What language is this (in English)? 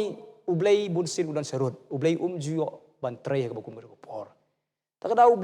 Khasi